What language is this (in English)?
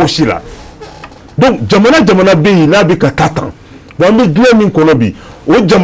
Bambara